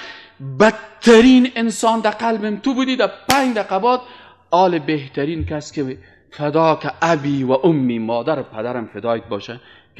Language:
Persian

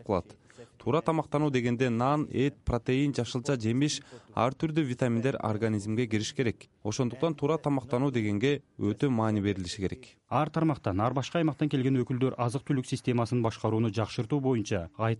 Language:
Kyrgyz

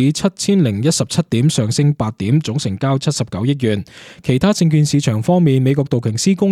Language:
Cantonese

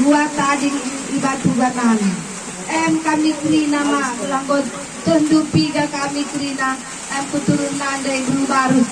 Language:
Batak Karo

